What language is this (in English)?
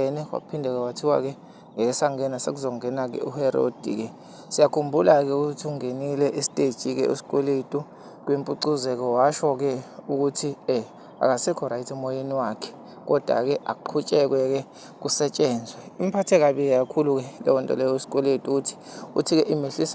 Zulu